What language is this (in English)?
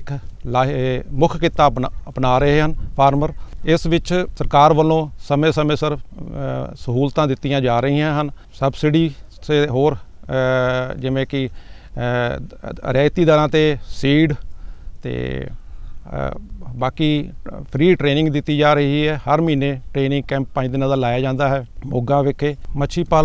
Punjabi